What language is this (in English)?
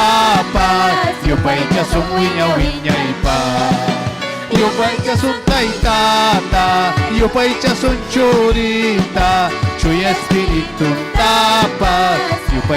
Ayacucho Quechua